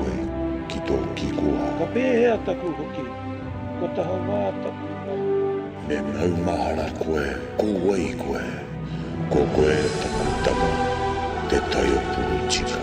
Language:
Māori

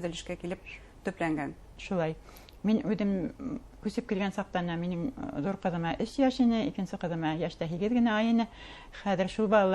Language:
Bashkir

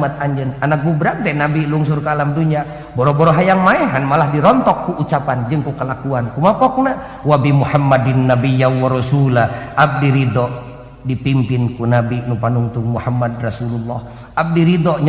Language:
Sundanese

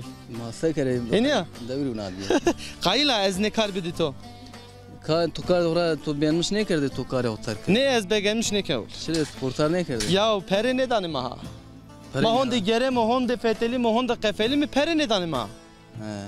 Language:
Zaza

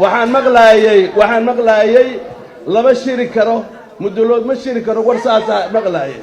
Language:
Somali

